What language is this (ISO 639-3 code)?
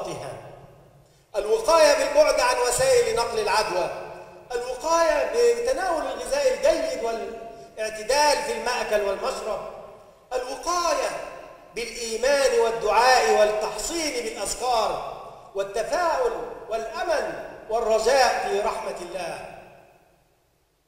ara